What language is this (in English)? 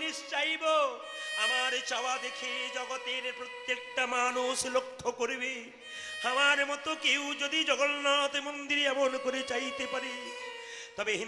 Bangla